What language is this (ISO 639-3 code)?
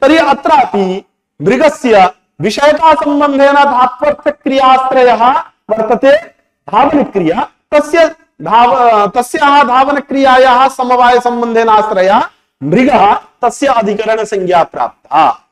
san